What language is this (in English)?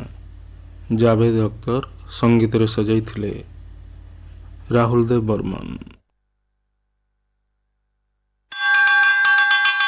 Odia